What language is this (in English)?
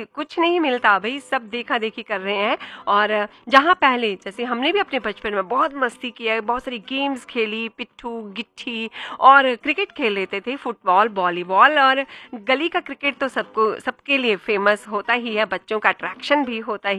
Hindi